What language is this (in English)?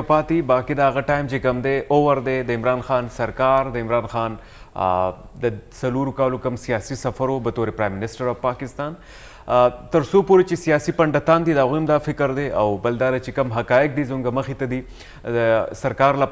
Pashto